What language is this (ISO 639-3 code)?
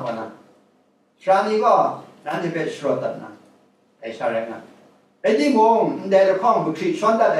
kac